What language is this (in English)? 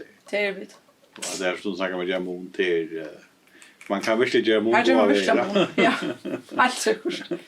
Faroese